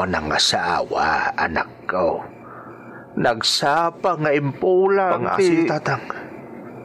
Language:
Iloko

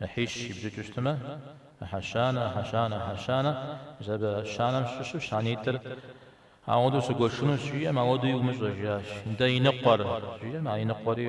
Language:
Kabardian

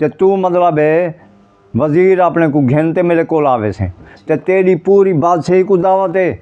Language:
Saraiki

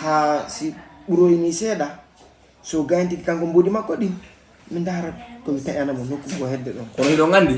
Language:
Fula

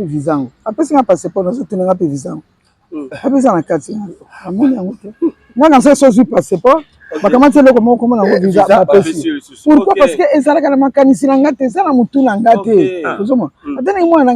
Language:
Lingala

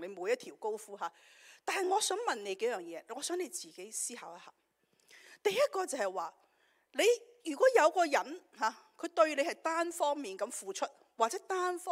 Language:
Cantonese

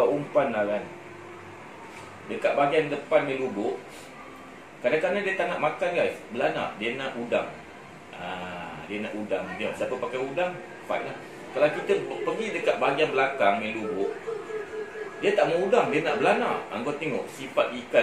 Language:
Malay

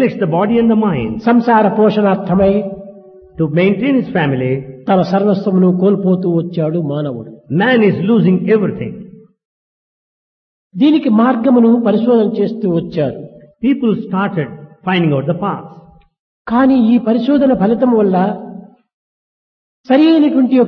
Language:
Telugu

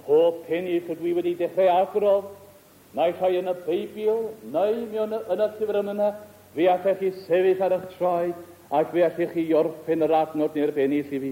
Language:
Welsh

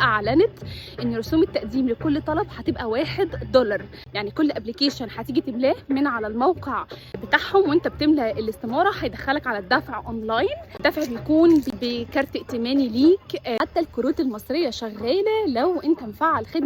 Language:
Egyptian Arabic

